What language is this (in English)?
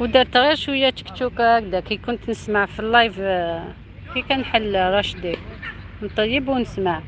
Algerian Arabic